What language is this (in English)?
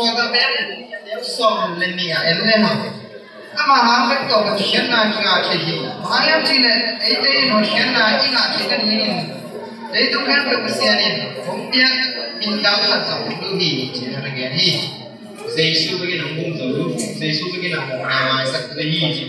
Tedim Chin